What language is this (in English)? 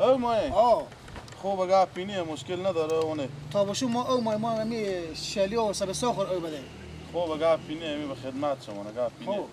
Persian